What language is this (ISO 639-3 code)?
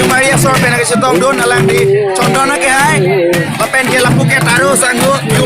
mjw